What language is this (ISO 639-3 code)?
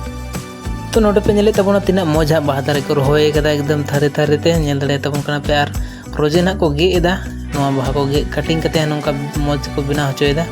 sat